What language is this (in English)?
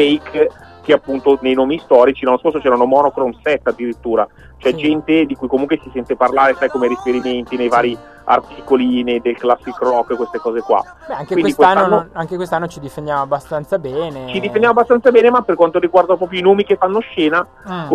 Italian